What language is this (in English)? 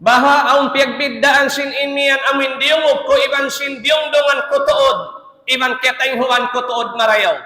Tausug